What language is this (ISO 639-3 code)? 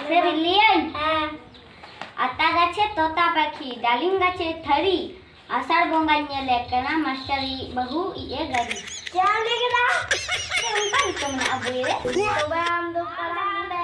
sat